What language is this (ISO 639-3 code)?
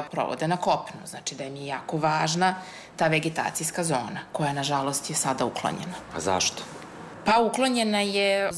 srp